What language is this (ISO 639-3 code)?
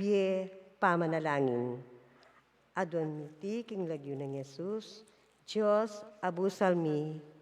pam